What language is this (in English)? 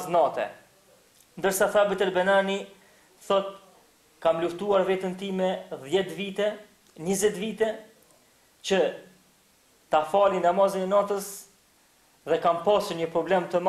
Albanian